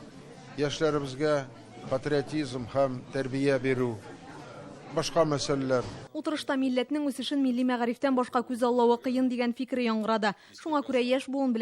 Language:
Tatar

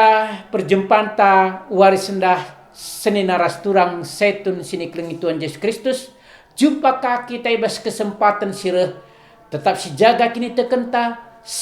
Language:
Batak Karo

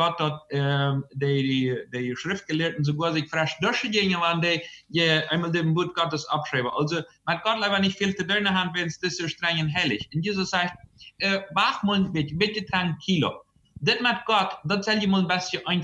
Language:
Plautdietsch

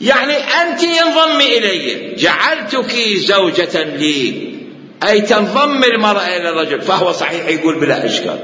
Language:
Mesopotamian Arabic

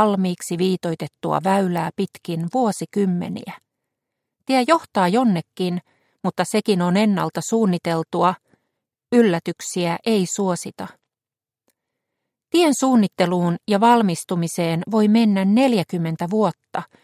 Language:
Finnish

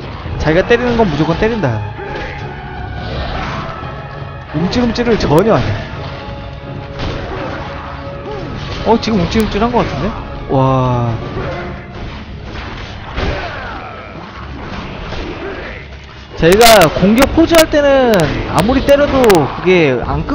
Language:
Korean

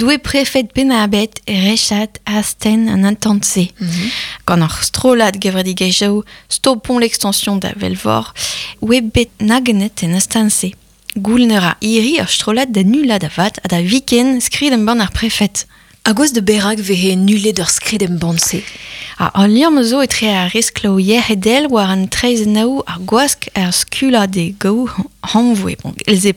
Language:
Breton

